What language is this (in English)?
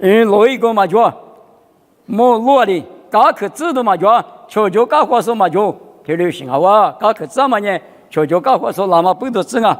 Lisu